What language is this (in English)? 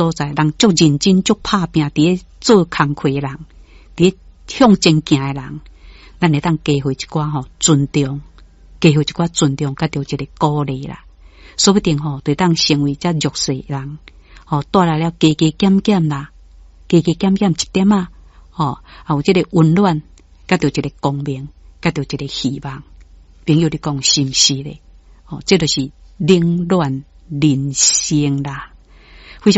Min Nan Chinese